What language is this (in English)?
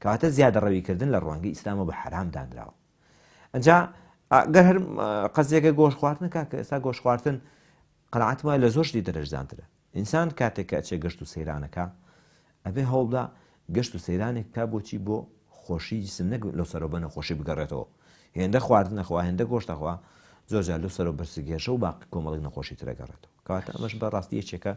Central Kurdish